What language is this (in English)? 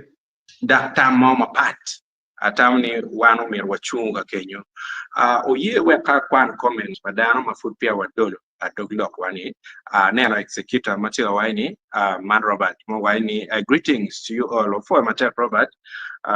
Acoli